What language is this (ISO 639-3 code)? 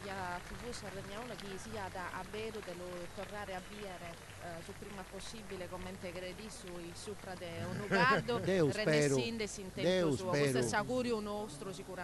srd